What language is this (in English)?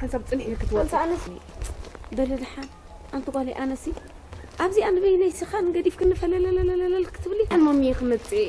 Tigrinya